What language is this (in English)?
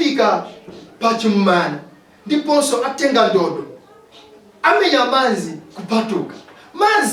Nyanja